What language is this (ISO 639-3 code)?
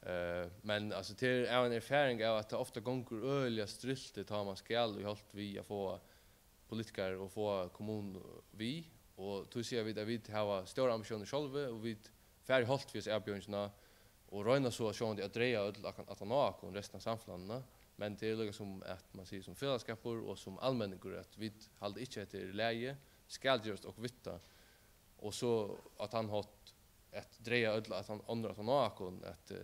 fao